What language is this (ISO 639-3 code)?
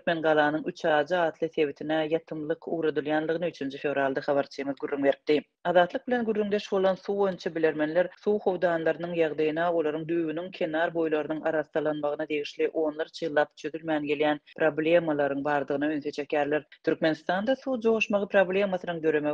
tuk